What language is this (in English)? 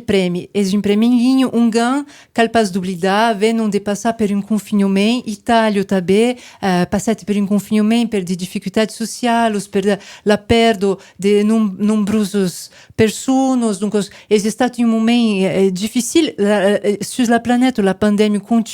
Occitan